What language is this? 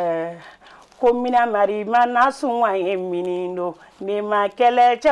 Bambara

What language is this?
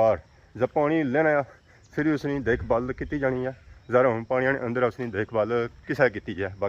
Pahari-Potwari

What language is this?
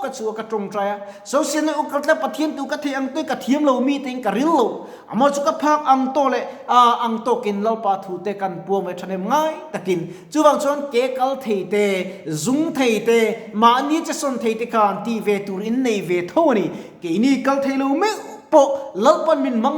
Mizo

